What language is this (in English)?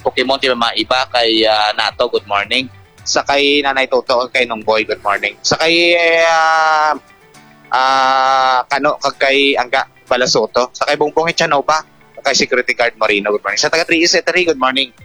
Hiligaynon